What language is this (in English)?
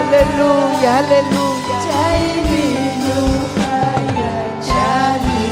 Ayacucho Quechua